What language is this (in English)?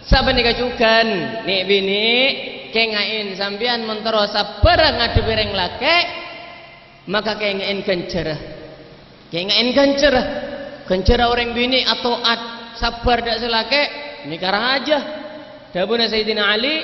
Madurese